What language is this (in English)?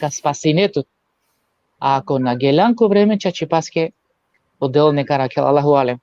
Balkan Romani